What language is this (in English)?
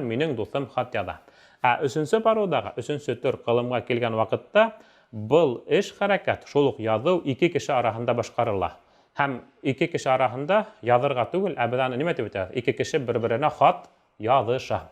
Bashkir